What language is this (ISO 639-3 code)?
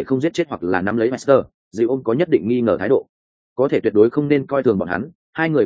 vie